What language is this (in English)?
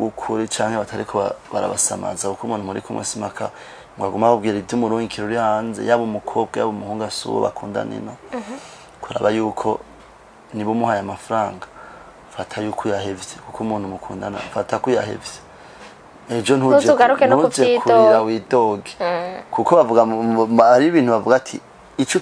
Rundi